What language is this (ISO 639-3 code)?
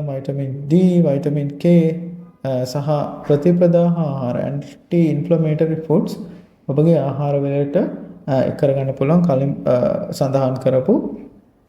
sin